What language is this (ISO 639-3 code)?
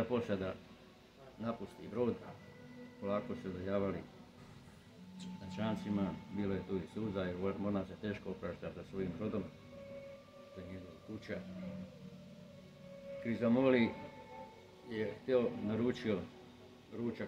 hrv